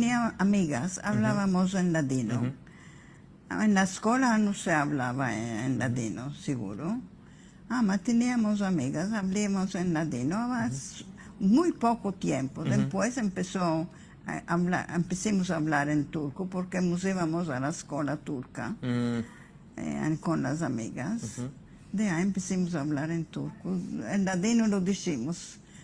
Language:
Ladino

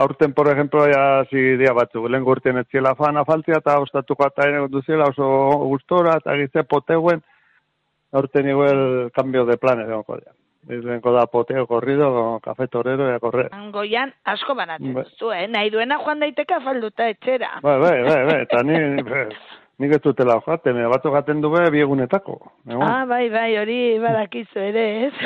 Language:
Basque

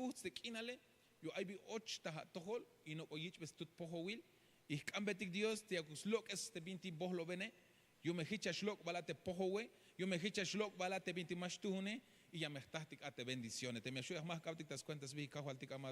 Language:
Tzeltal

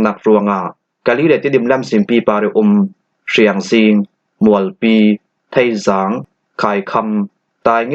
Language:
Falam Chin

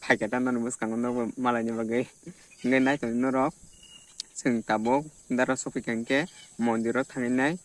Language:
Kok Borok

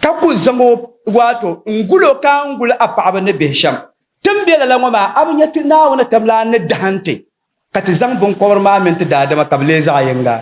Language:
Dagbani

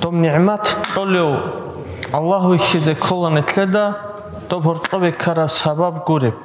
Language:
Avaric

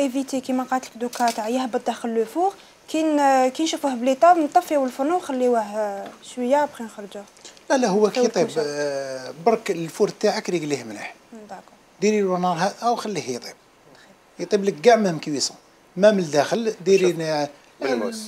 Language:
Algerian Arabic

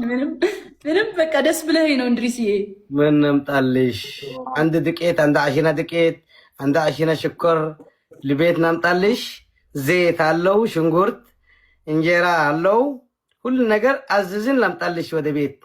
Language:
Amharic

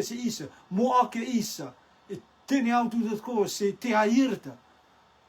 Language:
Rotuman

